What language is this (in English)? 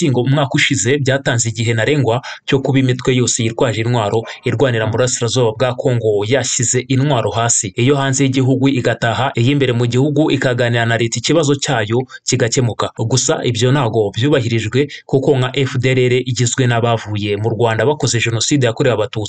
Kinyarwanda